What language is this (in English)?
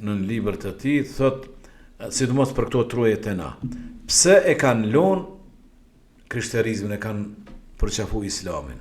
Albanian